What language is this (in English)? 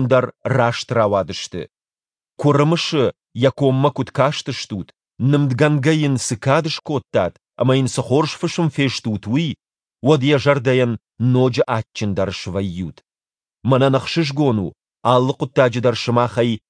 Ossetic